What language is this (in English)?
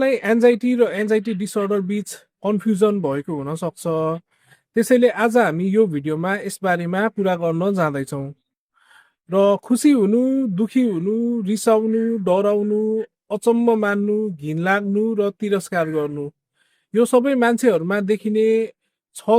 Nepali